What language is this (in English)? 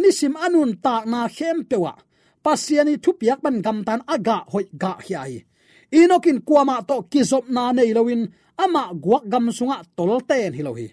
Tedim Chin